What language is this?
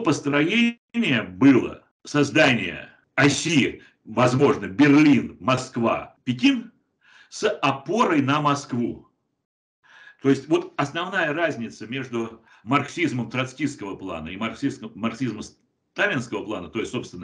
Russian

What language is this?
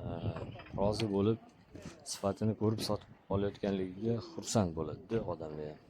Uzbek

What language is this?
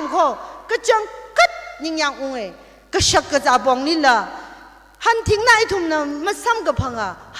Tangkhul Naga (India)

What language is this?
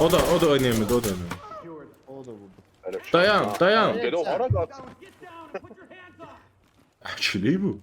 South Azerbaijani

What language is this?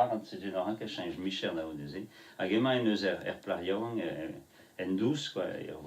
Breton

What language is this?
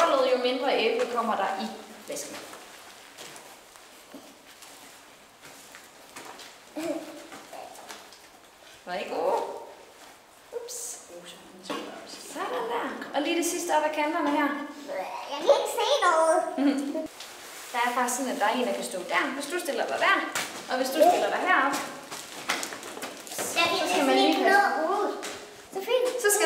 Danish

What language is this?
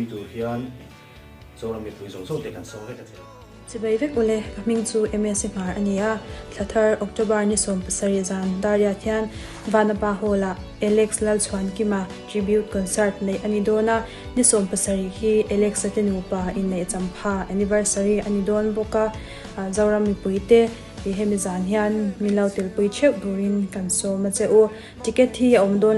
Mizo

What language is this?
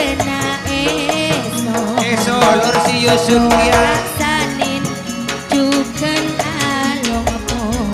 Madurese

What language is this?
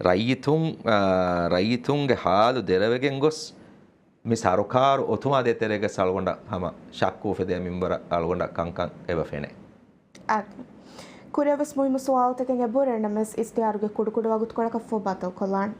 Divehi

